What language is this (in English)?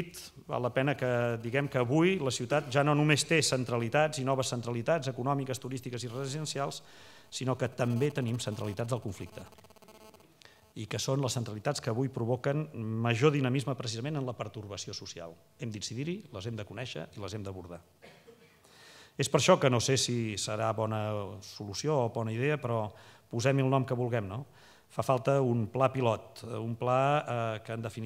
Catalan